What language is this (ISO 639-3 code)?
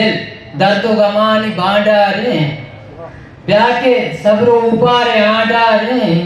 bgp